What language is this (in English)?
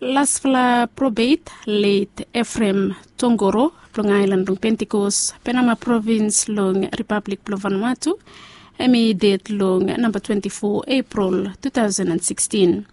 Bislama